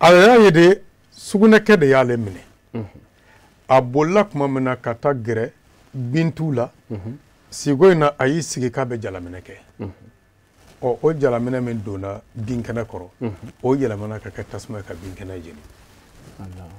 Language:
Bambara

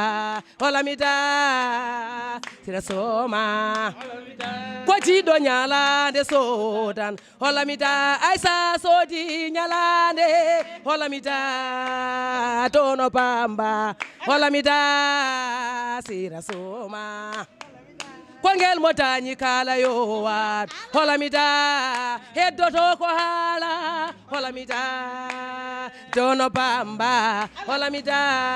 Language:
Fula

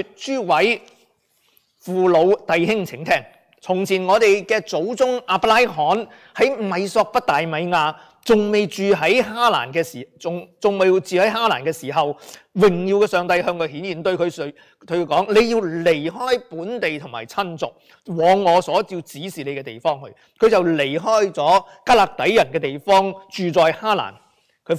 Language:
Cantonese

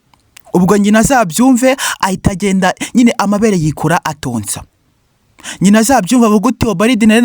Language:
Kinyarwanda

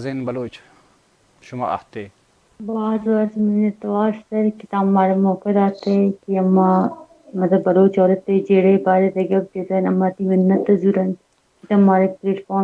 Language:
Baluchi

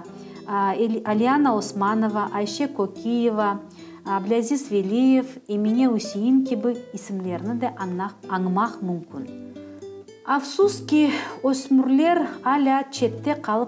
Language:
Crimean Tatar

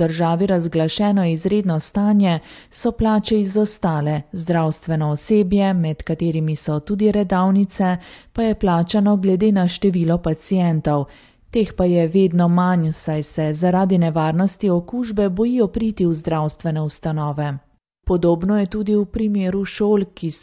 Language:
Slovenian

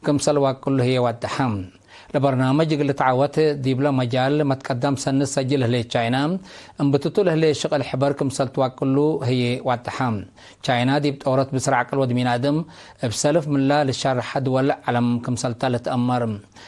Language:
Tigre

